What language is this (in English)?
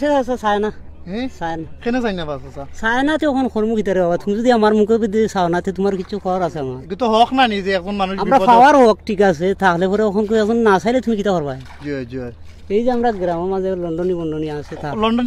Sylheti